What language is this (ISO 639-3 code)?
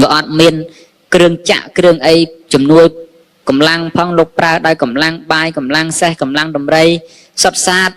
khm